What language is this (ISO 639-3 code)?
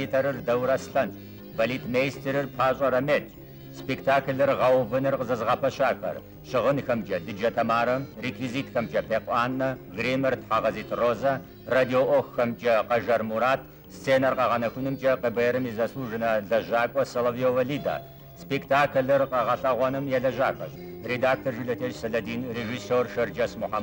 kbd